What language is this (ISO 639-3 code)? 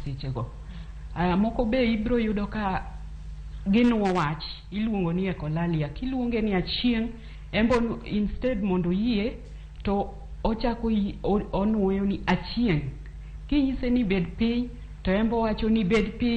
luo